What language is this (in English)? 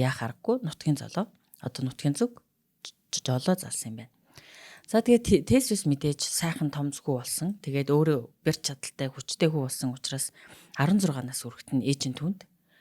Mongolian